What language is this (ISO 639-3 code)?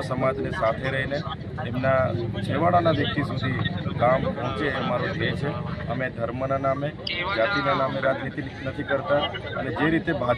guj